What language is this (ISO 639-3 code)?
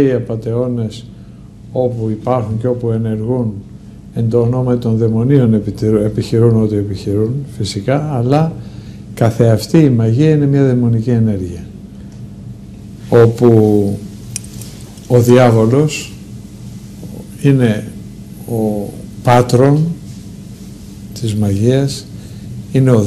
ell